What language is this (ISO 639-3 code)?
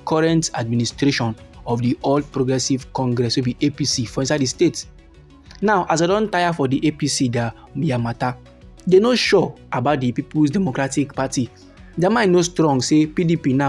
pcm